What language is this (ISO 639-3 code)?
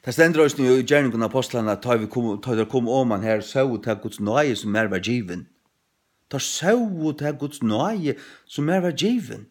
fao